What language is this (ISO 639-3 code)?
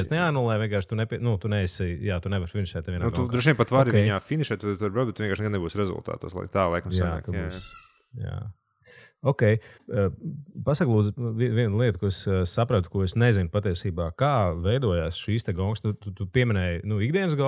lav